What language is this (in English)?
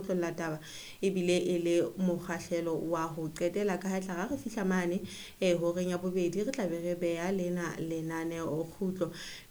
Southern Sotho